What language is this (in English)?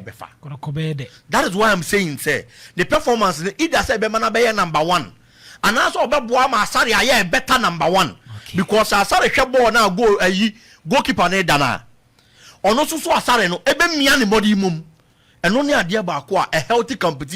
Akan